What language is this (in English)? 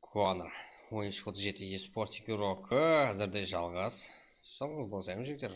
Kara-Kalpak